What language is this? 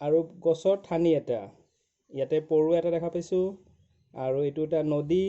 Assamese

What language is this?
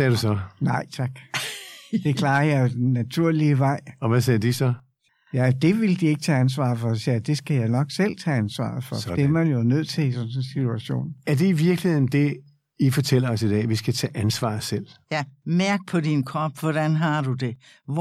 Danish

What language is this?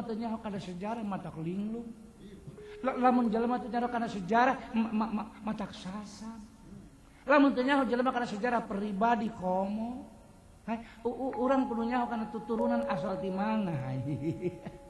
Sundanese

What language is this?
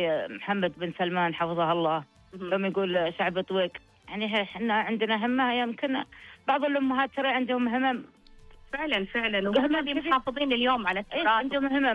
Najdi Arabic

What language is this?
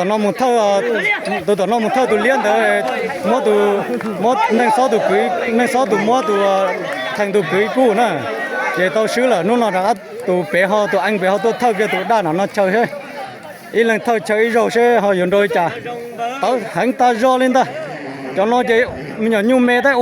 Hmong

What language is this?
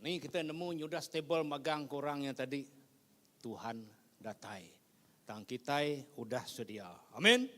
Iban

